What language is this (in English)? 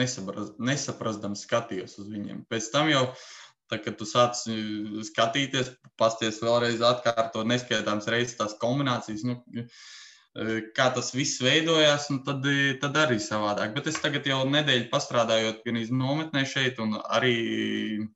Latvian